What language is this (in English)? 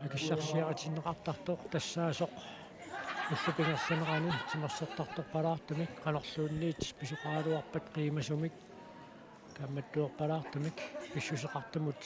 Kalaallisut